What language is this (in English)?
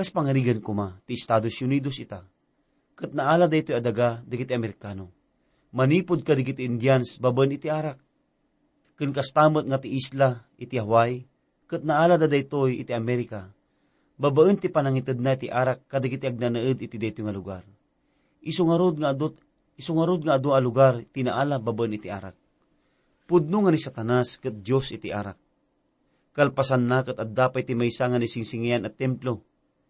Iloko